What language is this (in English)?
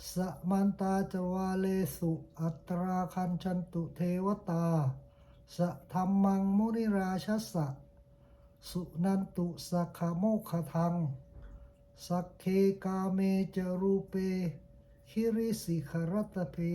Pali